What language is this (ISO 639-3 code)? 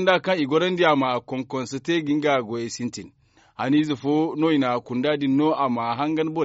dje